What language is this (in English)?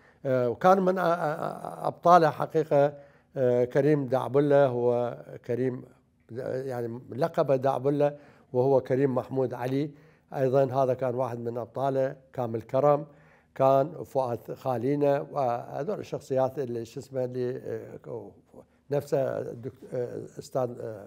Mesopotamian Arabic